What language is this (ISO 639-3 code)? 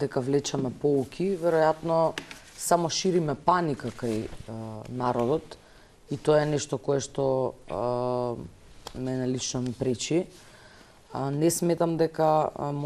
mkd